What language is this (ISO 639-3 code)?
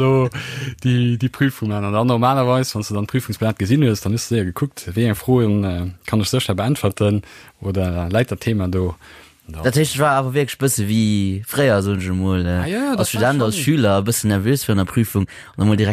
ltz